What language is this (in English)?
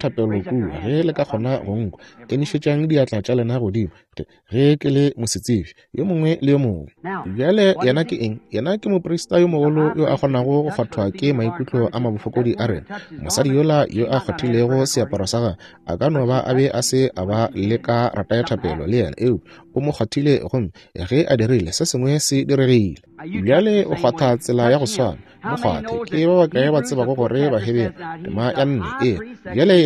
Northern Sotho